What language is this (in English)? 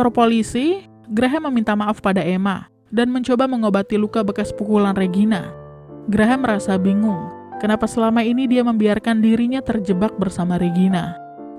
Indonesian